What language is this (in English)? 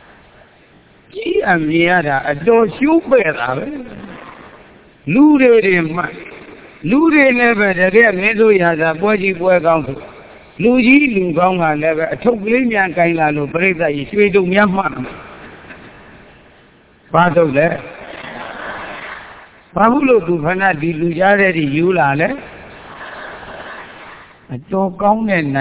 Burmese